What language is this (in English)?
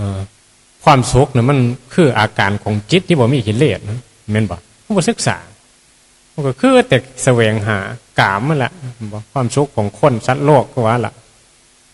Northeastern Thai